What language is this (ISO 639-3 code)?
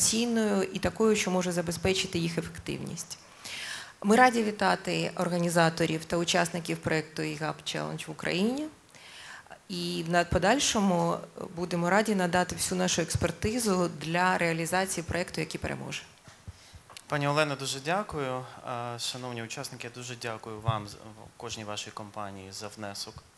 ukr